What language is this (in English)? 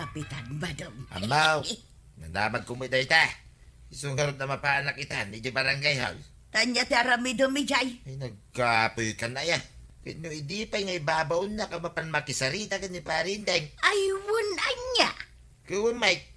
Iloko